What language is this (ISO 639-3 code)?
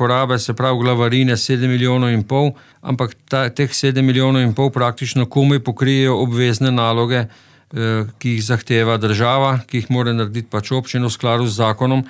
slv